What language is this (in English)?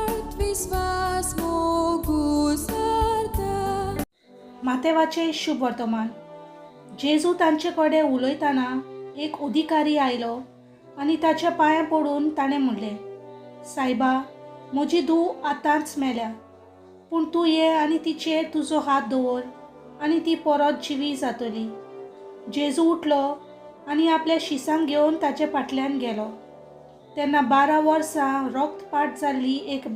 Konkani